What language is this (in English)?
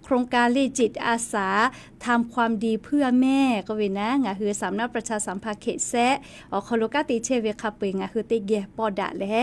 Lahu